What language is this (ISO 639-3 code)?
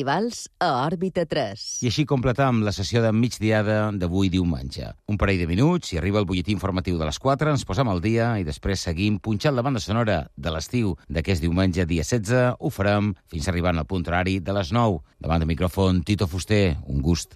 cat